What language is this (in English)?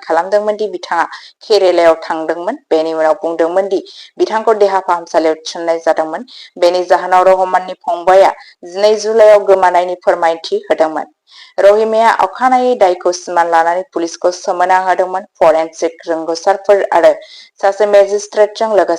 Bodo